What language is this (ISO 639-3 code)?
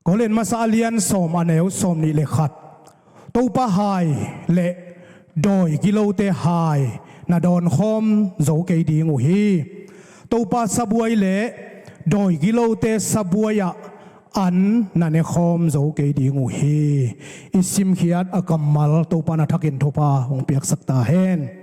ctd